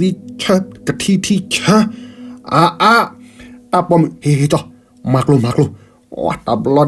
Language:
S'gaw Karen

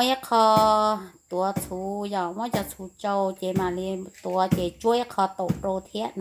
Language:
Hmong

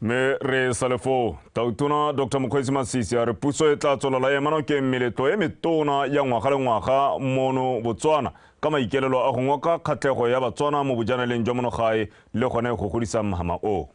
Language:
Tswana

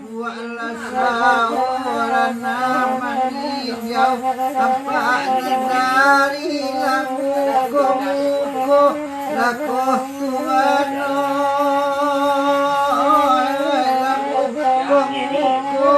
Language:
Minangkabau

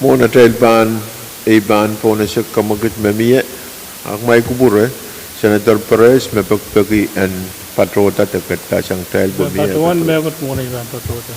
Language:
Pohnpeian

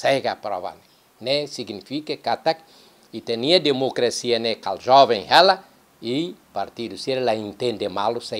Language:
Tetum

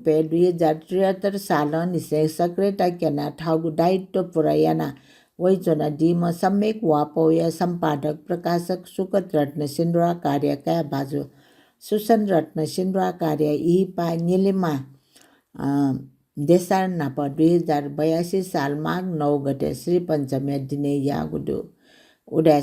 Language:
Newari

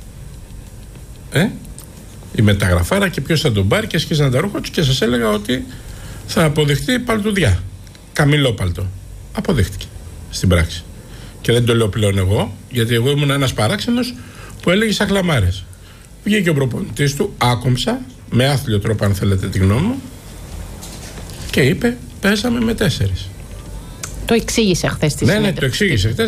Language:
Greek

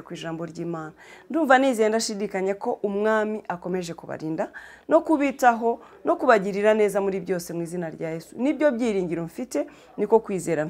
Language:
Kinyarwanda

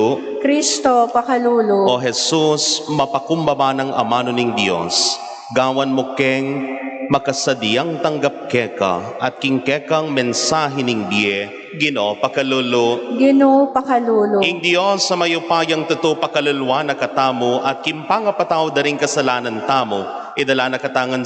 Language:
Pampanga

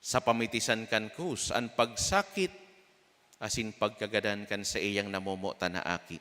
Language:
Bikol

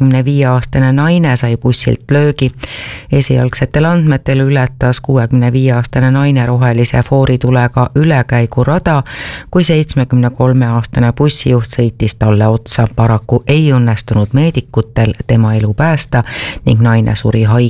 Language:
Estonian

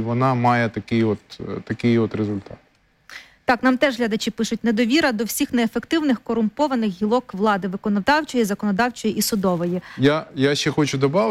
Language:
Ukrainian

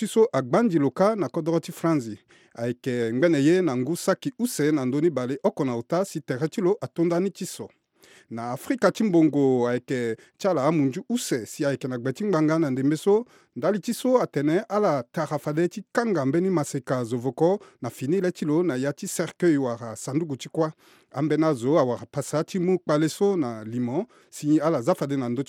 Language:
Sango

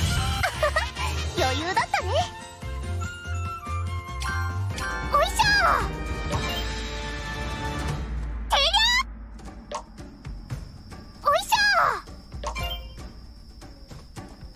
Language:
Japanese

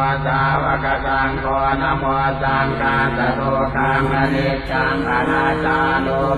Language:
Pali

